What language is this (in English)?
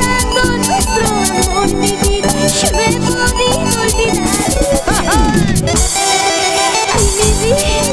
Spanish